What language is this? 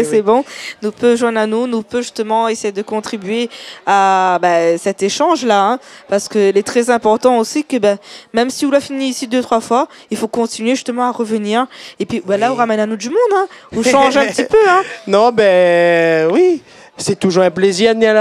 Réunion Creole French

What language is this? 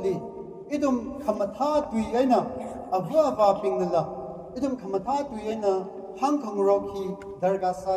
Tangkhul Naga (India)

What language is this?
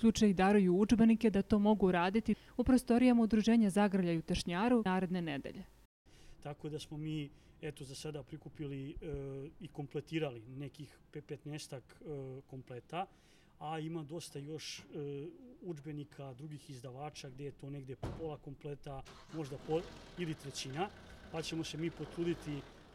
Serbian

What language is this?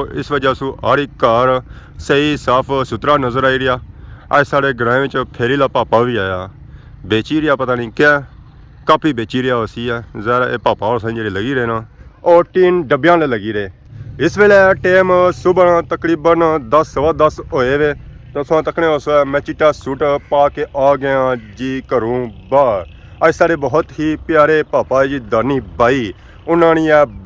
Pahari-Potwari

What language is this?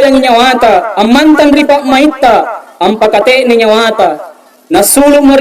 Makasar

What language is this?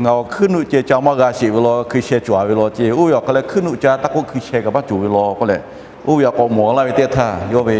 Lahu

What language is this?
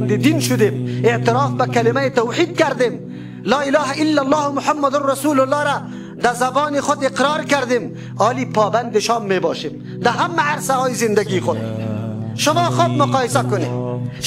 Tajik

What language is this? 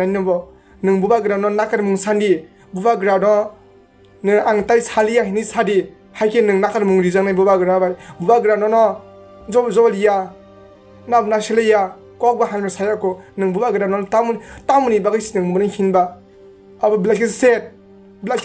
Kok Borok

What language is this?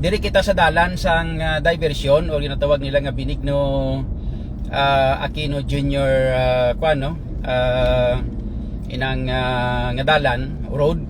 Hiligaynon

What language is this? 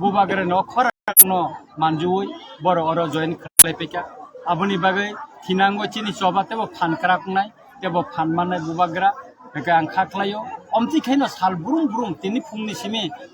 Kok Borok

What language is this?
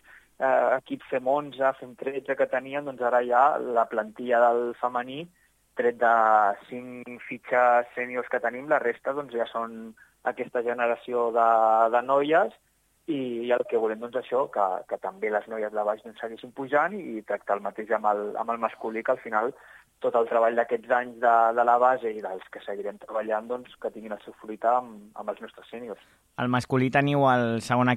Catalan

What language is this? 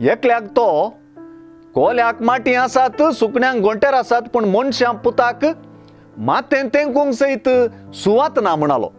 Konkani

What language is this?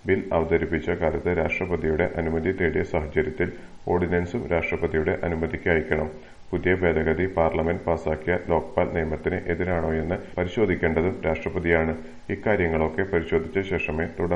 Malayalam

